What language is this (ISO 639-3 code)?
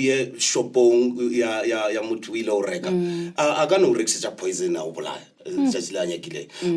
nso